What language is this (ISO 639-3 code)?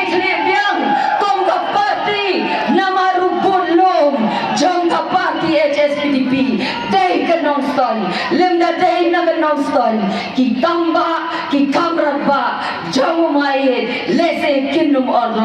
kha